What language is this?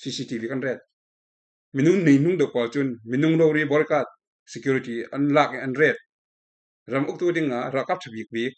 Falam Chin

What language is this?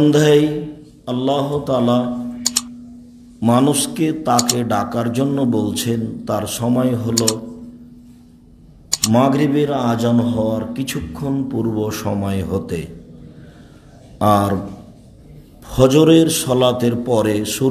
Bangla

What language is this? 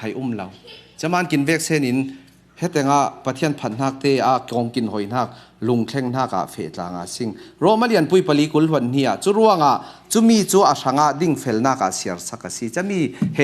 Falam Chin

